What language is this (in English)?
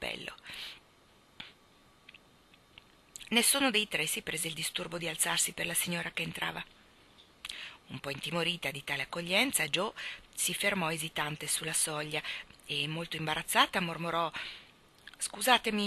Italian